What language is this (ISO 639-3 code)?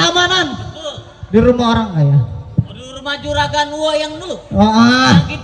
bew